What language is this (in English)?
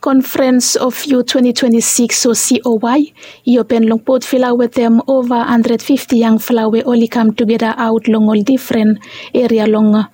Bislama